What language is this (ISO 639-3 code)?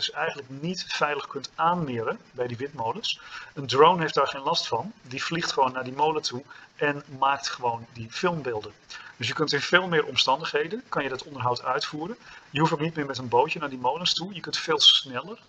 nld